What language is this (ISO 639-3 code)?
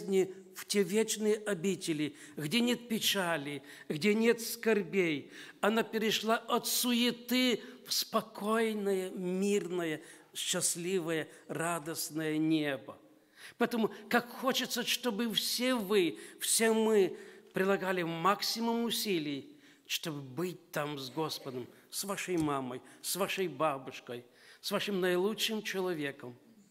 rus